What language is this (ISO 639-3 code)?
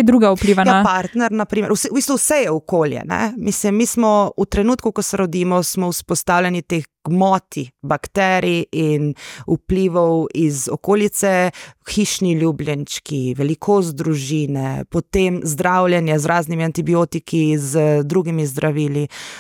slv